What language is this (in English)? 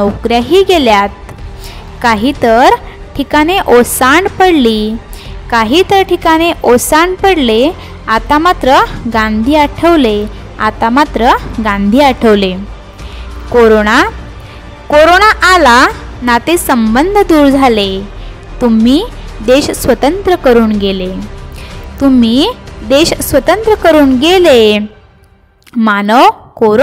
Marathi